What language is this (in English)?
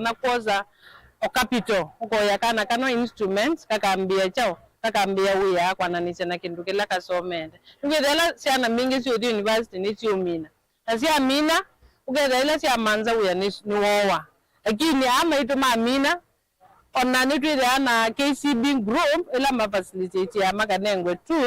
Kamba